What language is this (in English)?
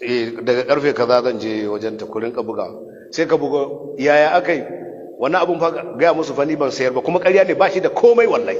Hausa